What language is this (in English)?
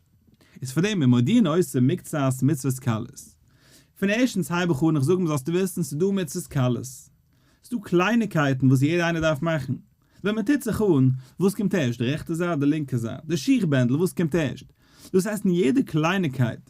Yiddish